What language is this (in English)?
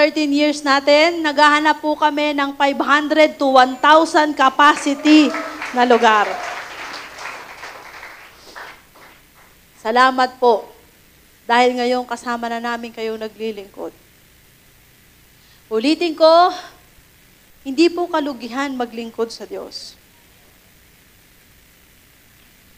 Filipino